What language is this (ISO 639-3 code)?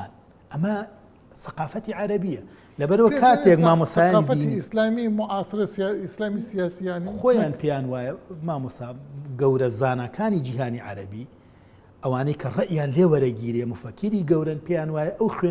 ckb